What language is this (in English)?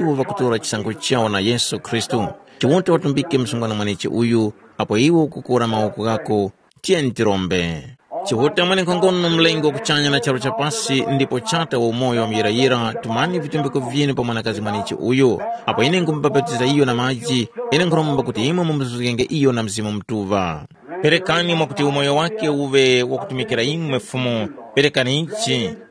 Tumbuka